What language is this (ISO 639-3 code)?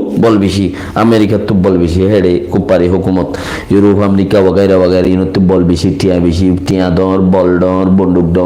rhg